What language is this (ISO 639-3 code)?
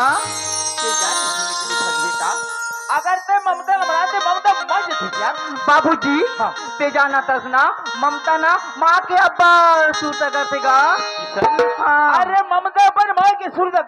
hne